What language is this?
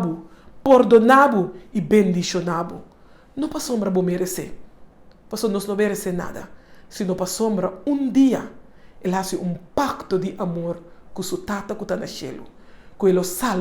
Papiamento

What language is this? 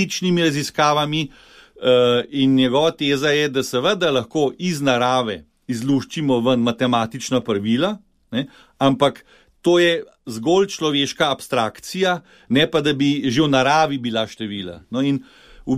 Slovenian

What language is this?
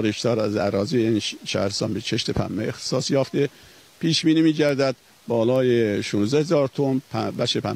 Persian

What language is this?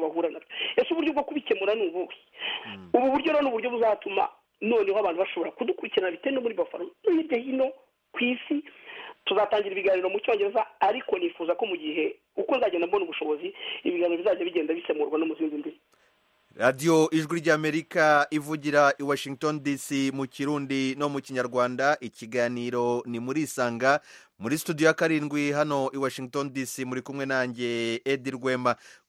Kinyarwanda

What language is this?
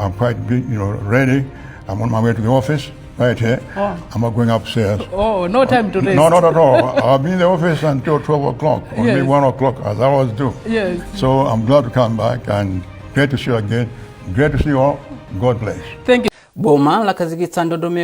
Nyanja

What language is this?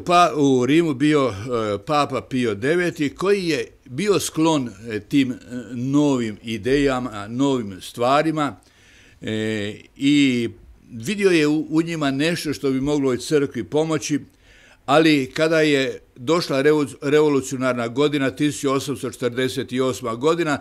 Croatian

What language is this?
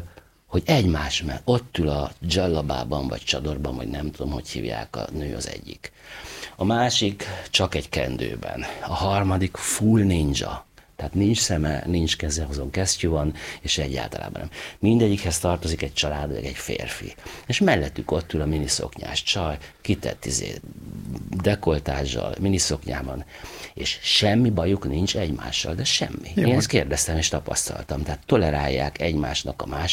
Hungarian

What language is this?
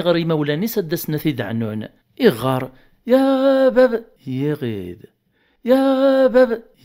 Kabyle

